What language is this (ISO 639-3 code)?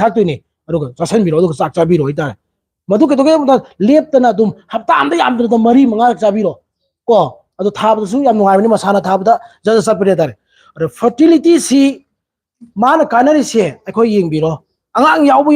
mni